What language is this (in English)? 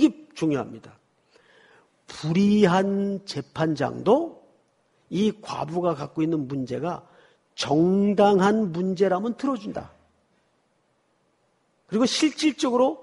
Korean